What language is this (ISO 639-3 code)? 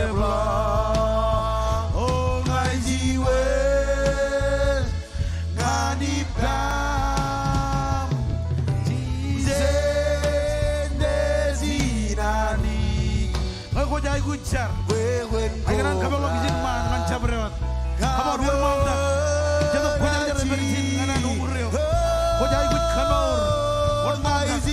mah